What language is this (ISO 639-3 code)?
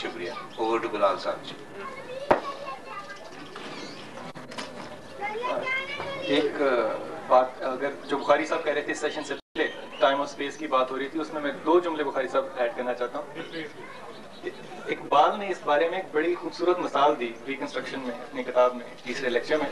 urd